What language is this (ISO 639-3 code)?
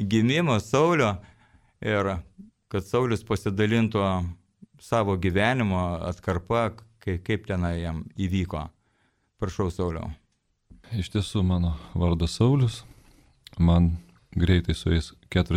lit